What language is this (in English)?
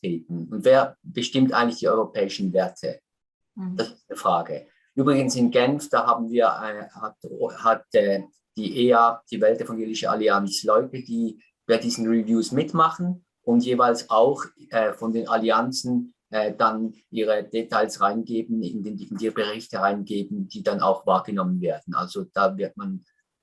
Swiss German